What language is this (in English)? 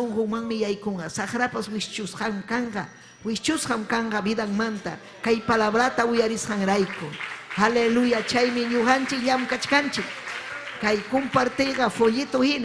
Ayacucho Quechua